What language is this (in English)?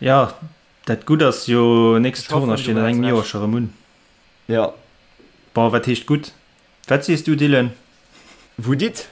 Luxembourgish